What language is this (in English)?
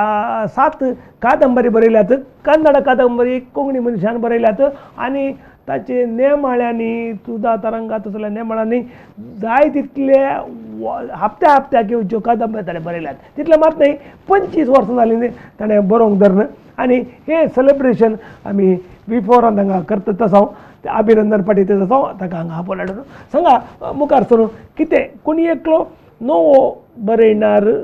Konkani